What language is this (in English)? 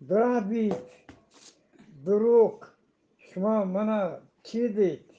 Eastern Balochi